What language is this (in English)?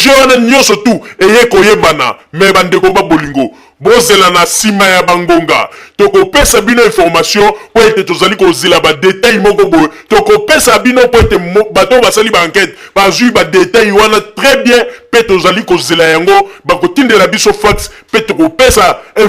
Lingala